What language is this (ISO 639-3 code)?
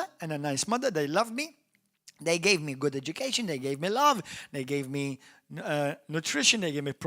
eng